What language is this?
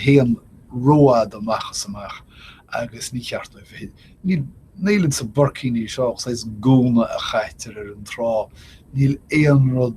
Irish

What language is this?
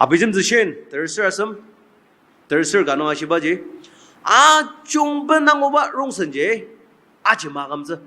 Ao Naga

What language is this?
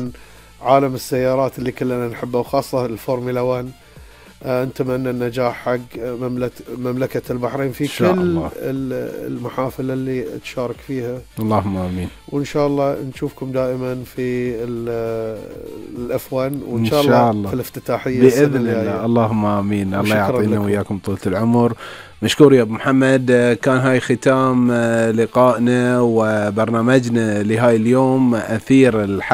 Gulf Arabic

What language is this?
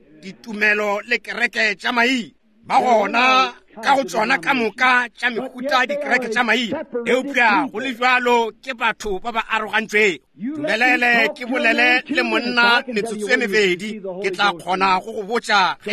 Northern Sotho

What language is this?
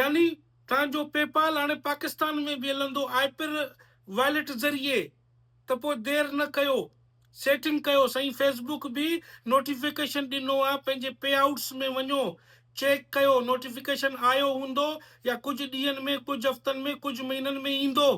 Sindhi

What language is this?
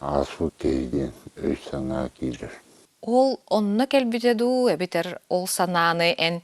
Yakut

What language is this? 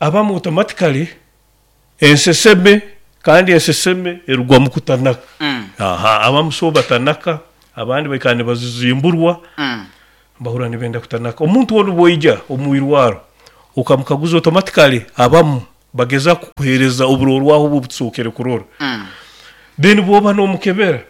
Nyoro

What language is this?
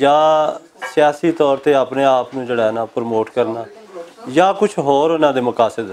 Western Panjabi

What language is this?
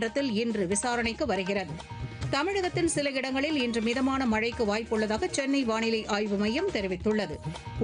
Tamil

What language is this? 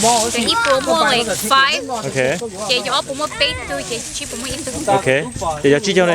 Hmong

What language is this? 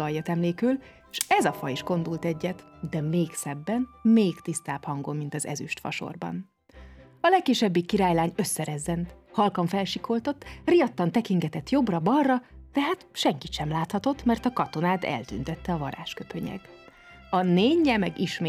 Hungarian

